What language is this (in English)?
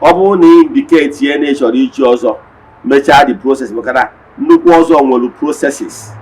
Igbo